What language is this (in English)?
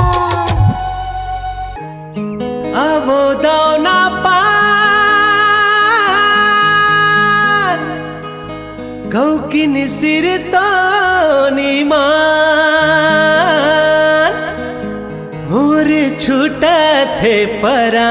Chhattisgarhi